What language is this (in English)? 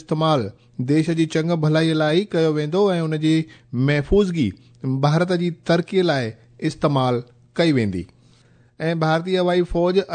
Sindhi